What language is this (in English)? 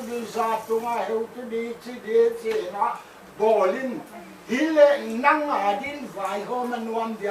Paite Chin